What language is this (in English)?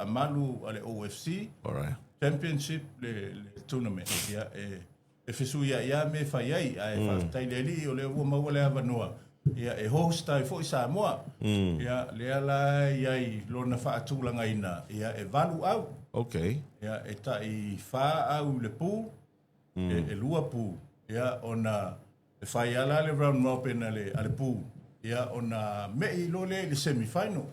Samoan